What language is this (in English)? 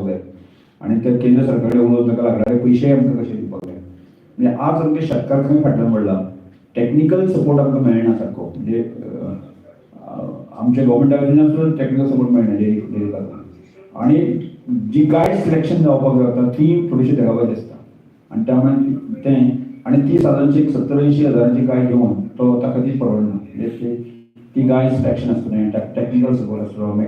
Konkani